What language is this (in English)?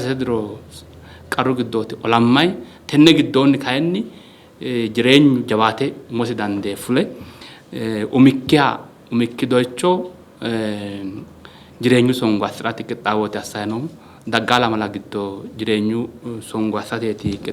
Sidamo